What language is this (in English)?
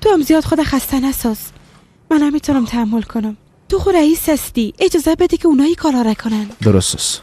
Persian